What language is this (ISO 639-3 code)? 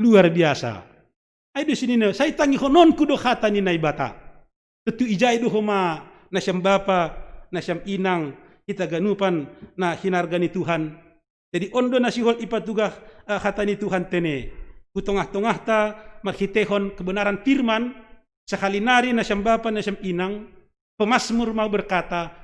bts